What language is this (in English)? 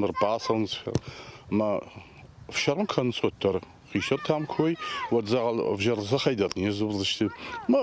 Ossetic